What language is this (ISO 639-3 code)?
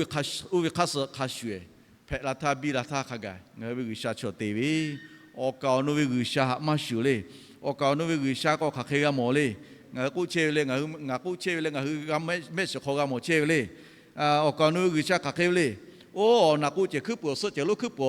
lhu